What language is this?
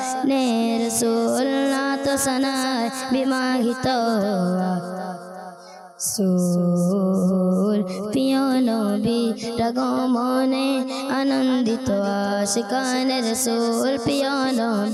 Bangla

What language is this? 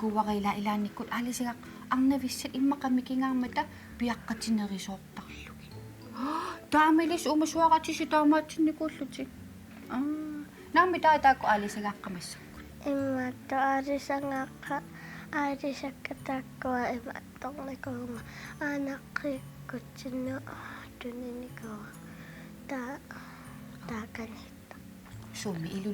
Kalaallisut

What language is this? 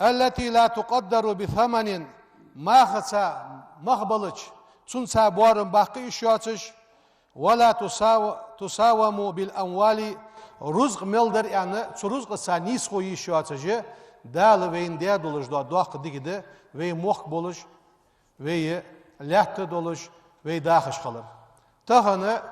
Ingush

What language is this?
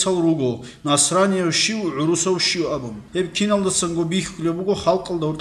Avaric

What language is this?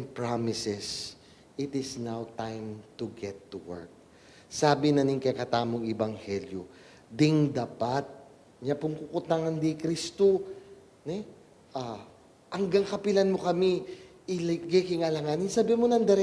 Pampanga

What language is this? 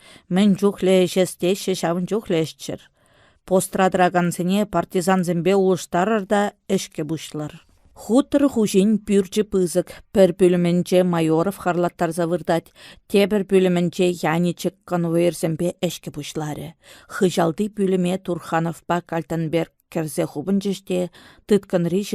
Chuvash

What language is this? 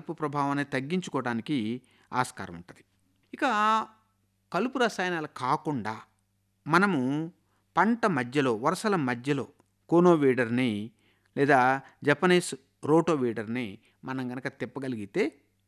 Telugu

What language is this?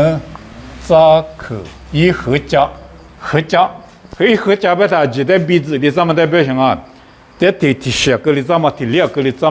Lisu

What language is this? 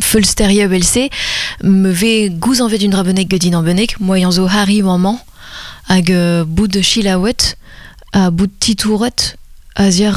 Breton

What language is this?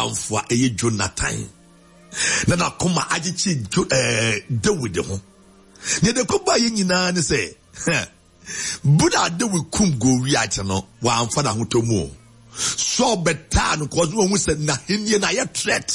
Akan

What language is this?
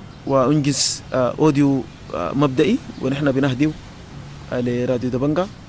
Sudanese Arabic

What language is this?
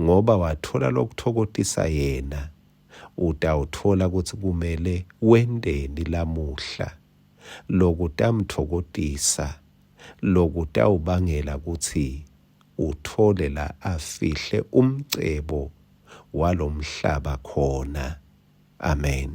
Swati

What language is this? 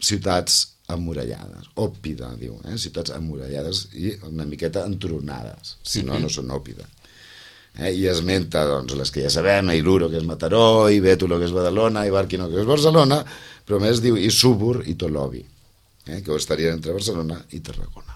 Catalan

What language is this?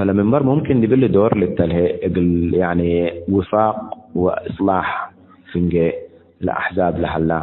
Tigre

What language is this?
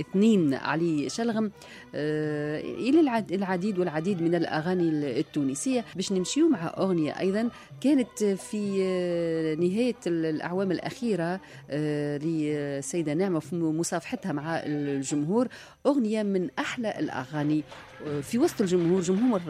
Tunisian Arabic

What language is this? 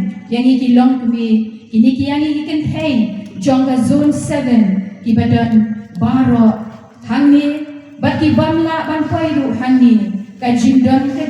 Khasi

